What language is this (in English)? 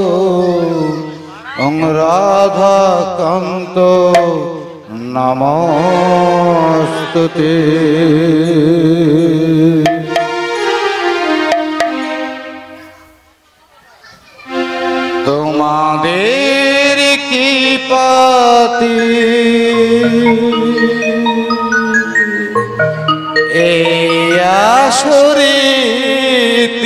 Bangla